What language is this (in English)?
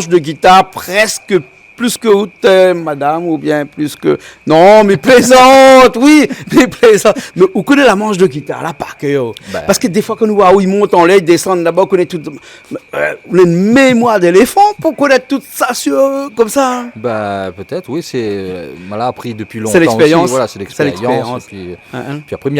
Réunion Creole French